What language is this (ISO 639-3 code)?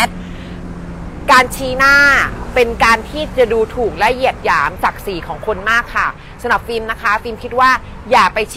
tha